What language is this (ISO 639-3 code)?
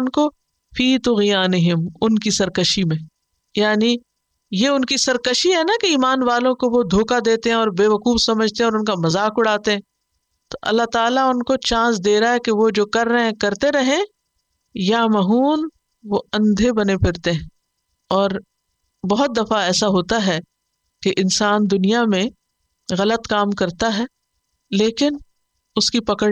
urd